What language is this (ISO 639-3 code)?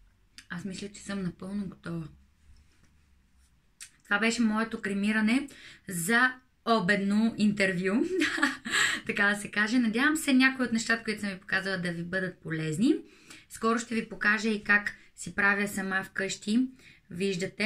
bul